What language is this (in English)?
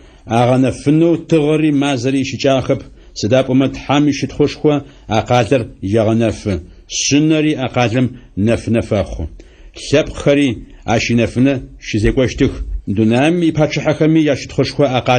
Adyghe